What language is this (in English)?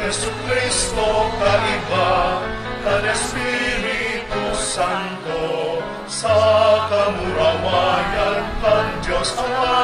Bikol